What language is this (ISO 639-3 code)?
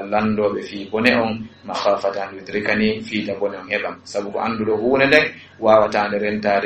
ful